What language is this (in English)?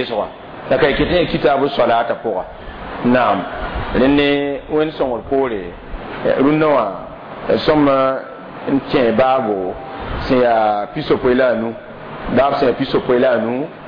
Mossi